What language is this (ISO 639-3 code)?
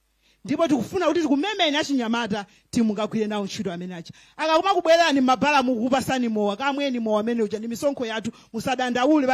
nya